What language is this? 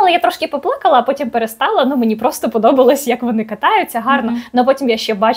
Ukrainian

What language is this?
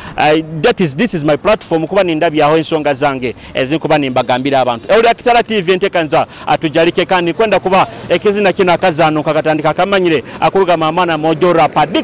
Nyoro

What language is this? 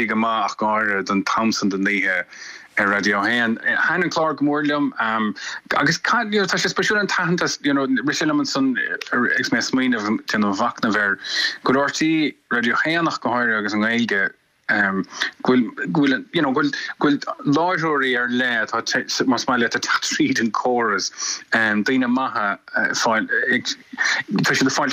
Irish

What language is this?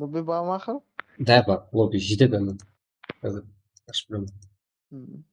Kara-Kalpak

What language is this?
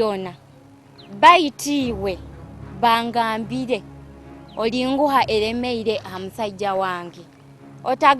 Nyoro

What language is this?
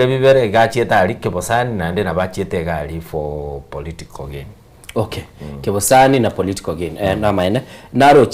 Gusii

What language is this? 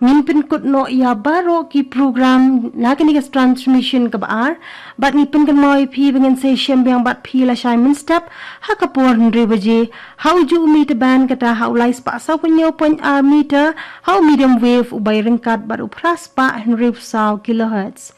Khasi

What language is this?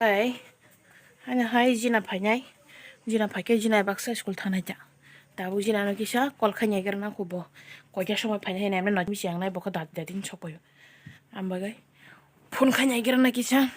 Kok Borok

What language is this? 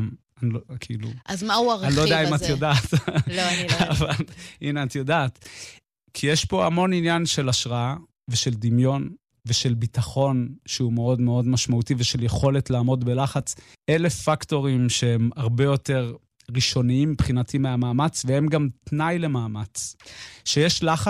Hebrew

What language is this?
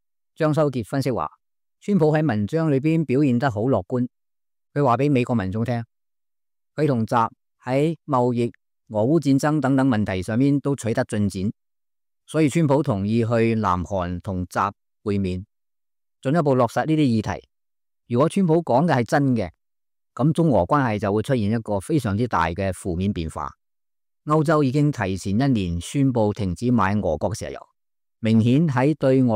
Cantonese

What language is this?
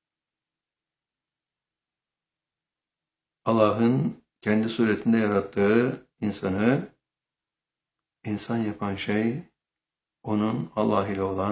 Turkish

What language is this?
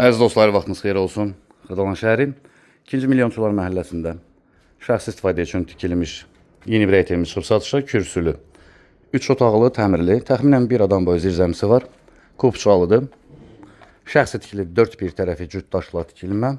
Azerbaijani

